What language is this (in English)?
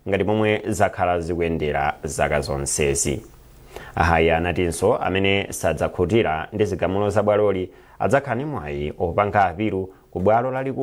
Nyanja